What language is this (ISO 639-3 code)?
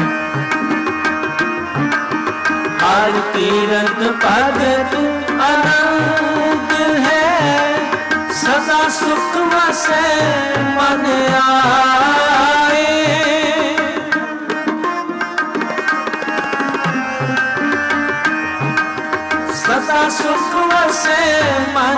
pan